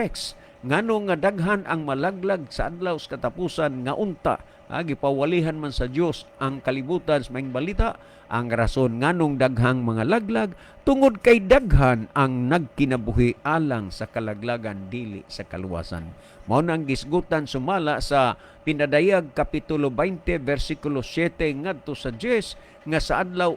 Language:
Cebuano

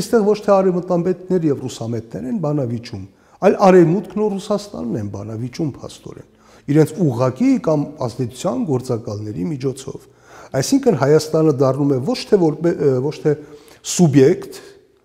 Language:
Armenian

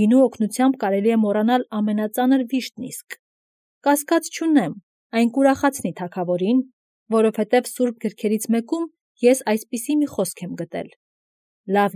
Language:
Armenian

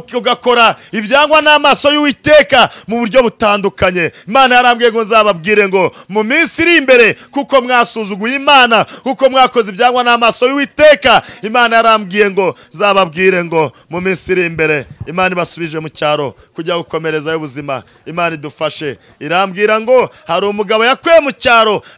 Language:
Kinyarwanda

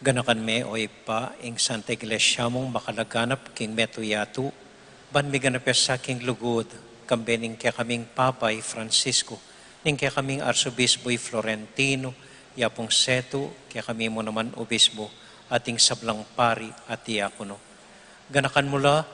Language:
Pampanga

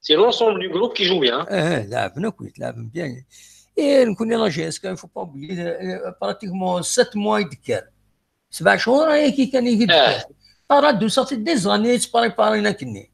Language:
Kabyle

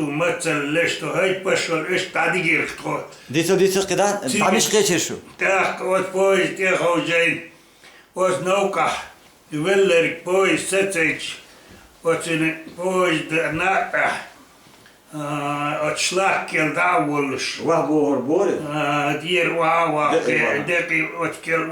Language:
Chechen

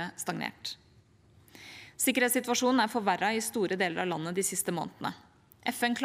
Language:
Norwegian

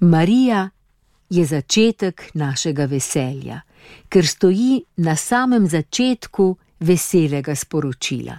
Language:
Slovenian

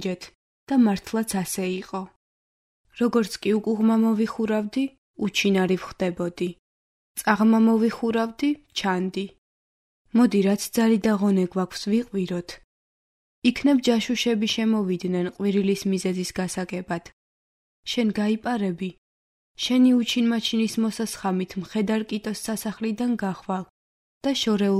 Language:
Georgian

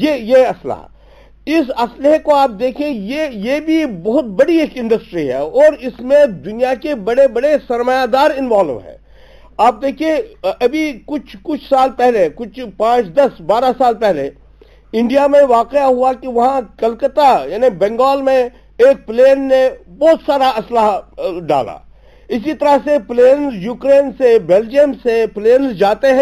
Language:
Urdu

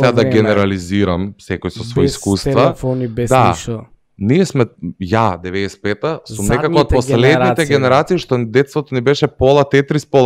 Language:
Macedonian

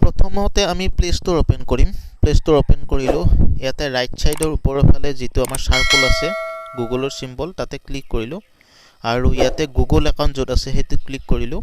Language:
Assamese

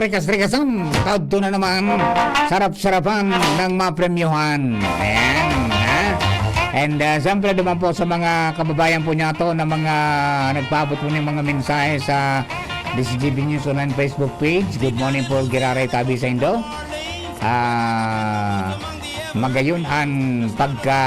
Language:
Bikol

